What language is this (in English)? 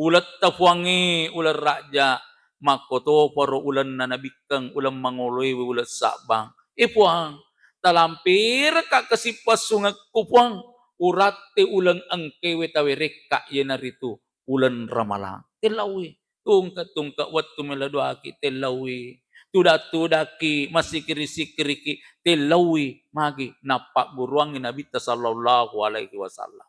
Buginese